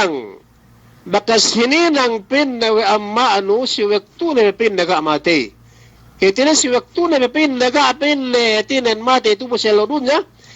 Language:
Yakan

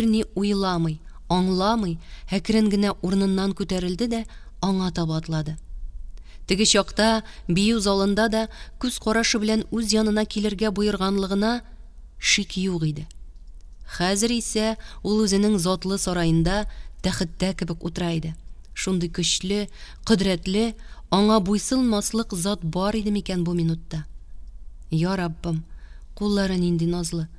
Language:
Tatar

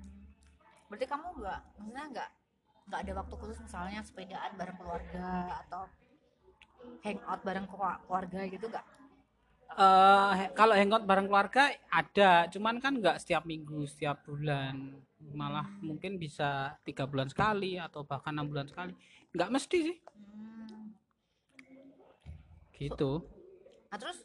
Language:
Indonesian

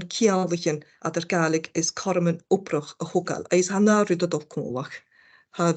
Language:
Scottish Gaelic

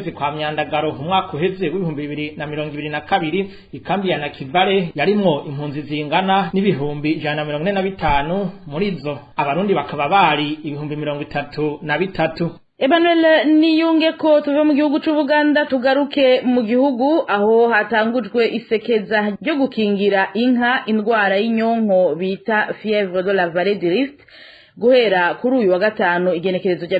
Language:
Rundi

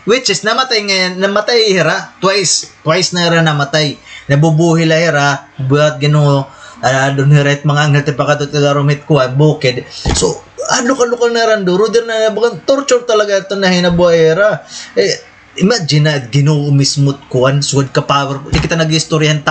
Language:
Waray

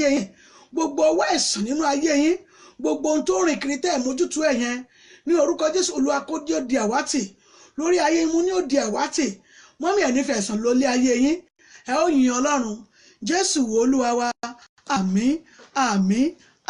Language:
Yoruba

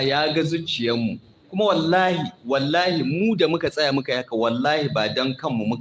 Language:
Hausa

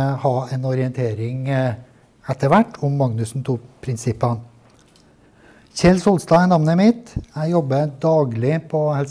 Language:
Norwegian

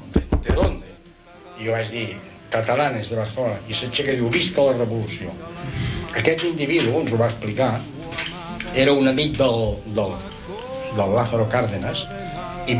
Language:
Catalan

